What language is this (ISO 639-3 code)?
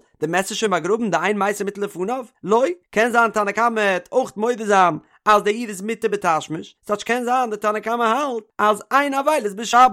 yid